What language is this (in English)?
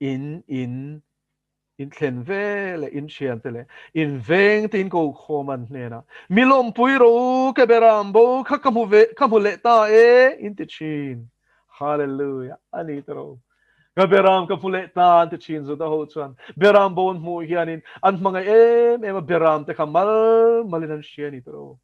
Mizo